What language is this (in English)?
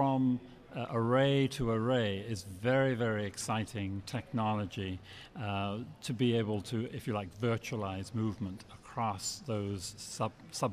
English